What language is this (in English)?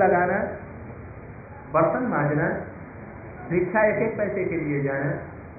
Hindi